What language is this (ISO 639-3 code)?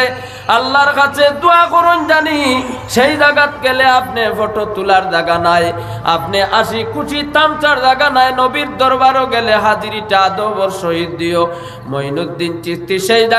syl